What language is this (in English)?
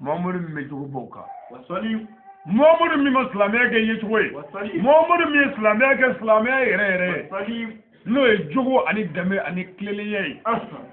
Bambara